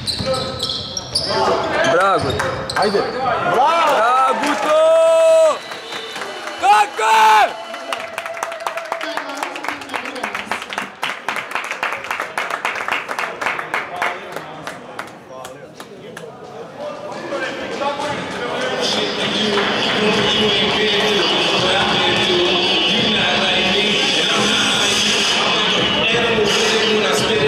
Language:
Serbian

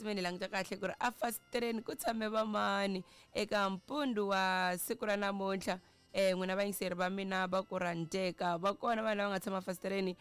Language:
Tsonga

